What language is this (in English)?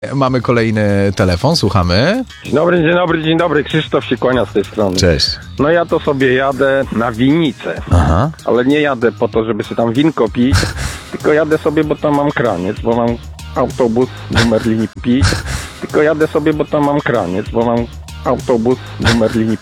Polish